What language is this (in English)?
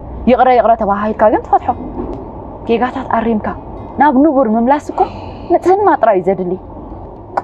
Tigrinya